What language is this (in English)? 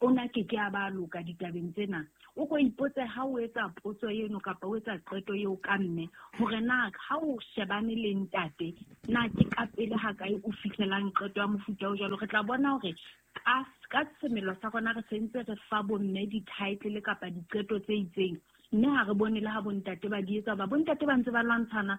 Southern Sotho